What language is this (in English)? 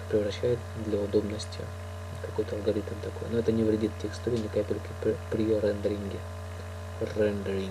Russian